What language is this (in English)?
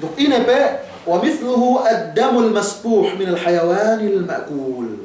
Yakan